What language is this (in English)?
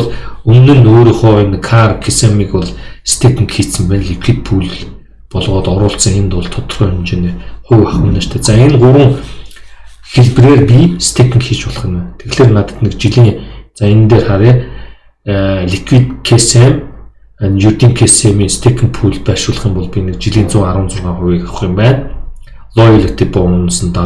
Mongolian